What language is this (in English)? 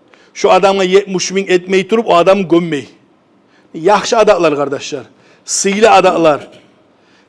Kumyk